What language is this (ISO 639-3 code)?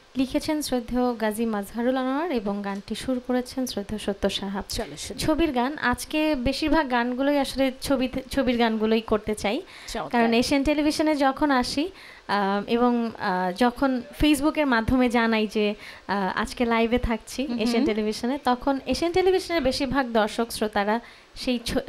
ben